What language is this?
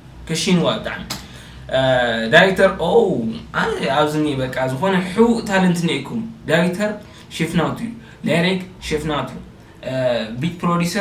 Tigrinya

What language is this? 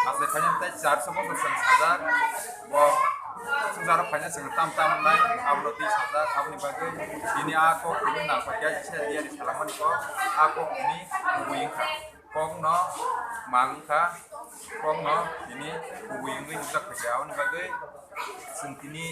Kok Borok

